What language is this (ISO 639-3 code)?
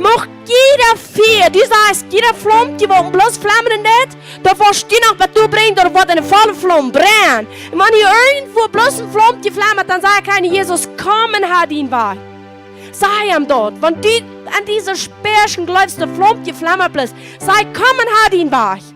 pdt